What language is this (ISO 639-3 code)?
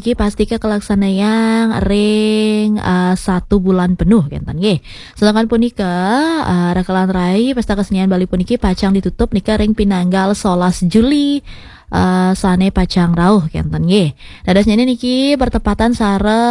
ban